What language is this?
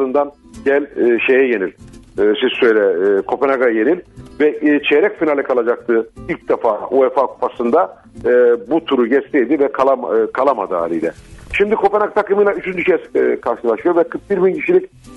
Turkish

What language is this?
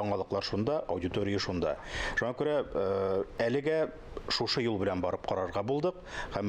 Tatar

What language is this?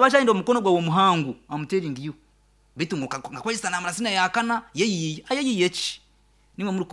Nyankole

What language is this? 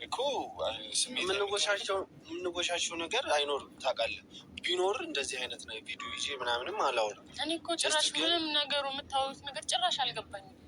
Amharic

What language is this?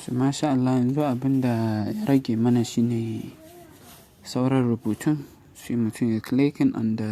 Hausa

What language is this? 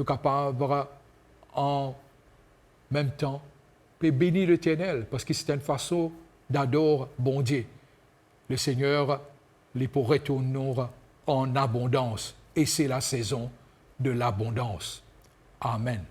Morisyen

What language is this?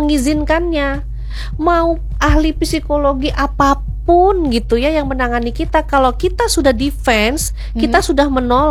Indonesian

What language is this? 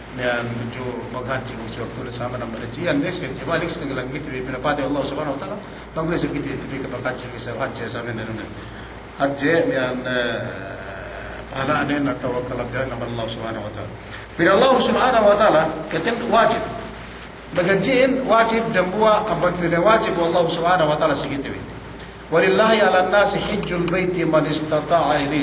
Yakan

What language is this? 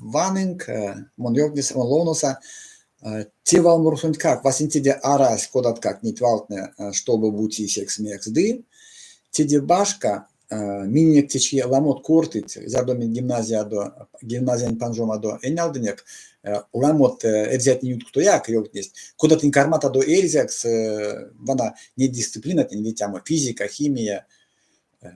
Erzya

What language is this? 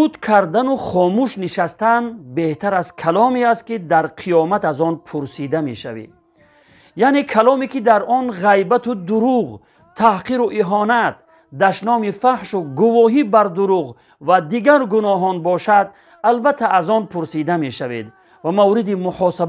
Tajik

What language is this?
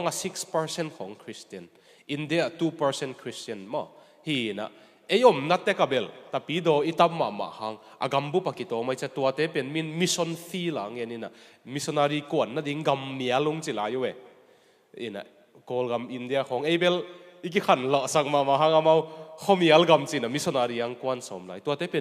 Tedim Chin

